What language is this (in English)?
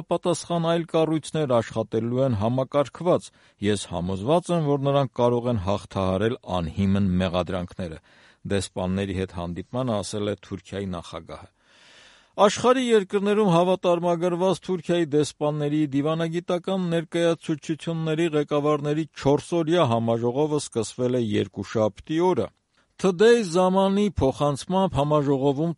Armenian